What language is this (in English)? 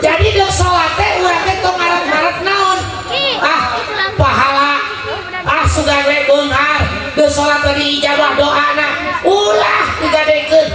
Sundanese